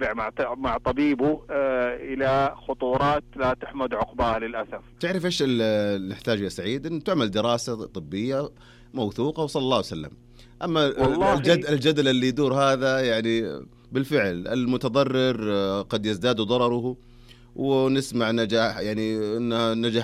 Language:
Najdi Arabic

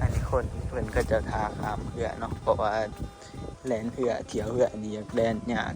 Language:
Northeastern Thai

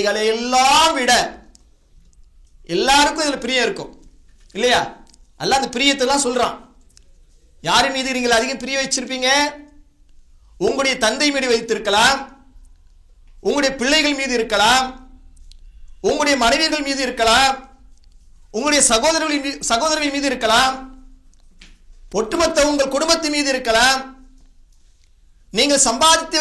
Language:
Tamil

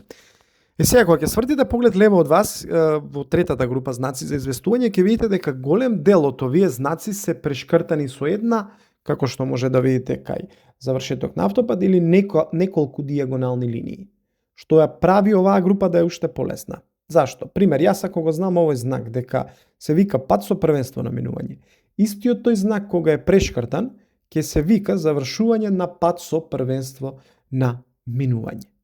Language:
Macedonian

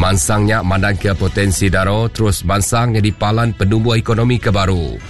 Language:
Iban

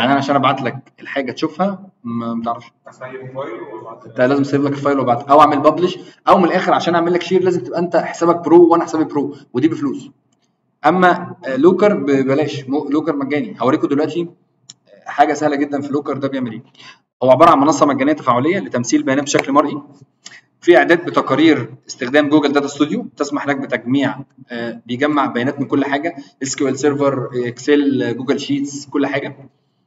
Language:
Egyptian Arabic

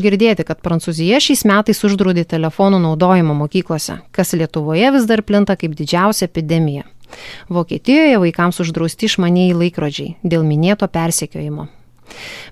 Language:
Lithuanian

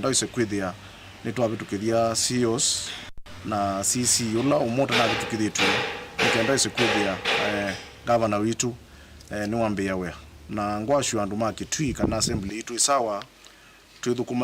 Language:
Kamba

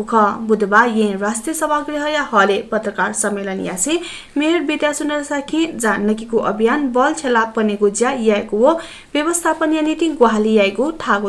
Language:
Newari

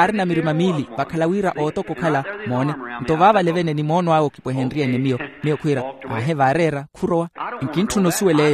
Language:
Makhuwa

